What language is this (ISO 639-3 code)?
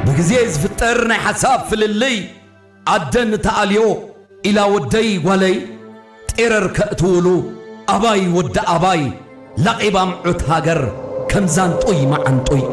tir